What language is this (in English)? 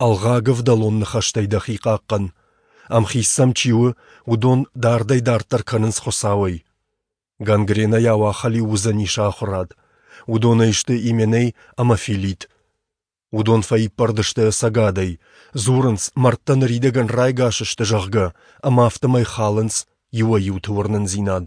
Ossetic